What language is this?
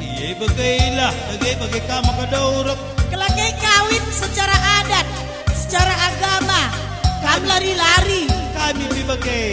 Batak Karo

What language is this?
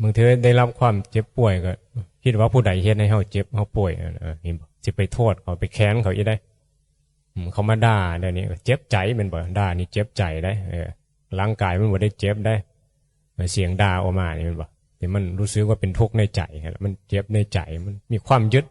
Northeastern Thai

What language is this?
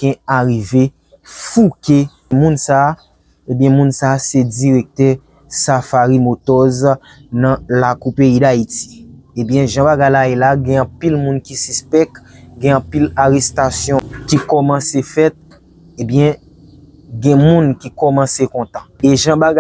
Haitian Creole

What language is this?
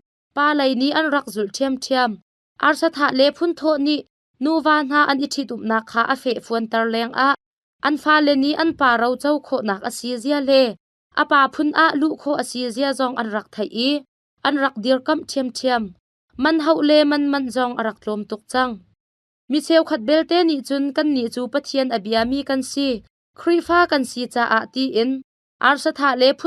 Hakha Chin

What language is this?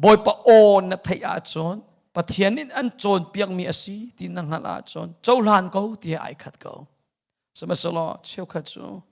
Hakha Chin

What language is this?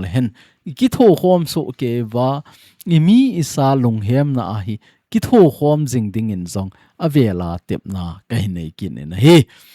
Thado Chin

